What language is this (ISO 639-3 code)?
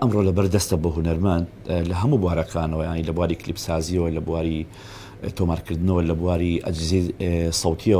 ckb